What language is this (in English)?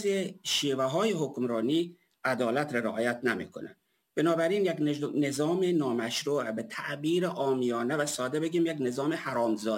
Persian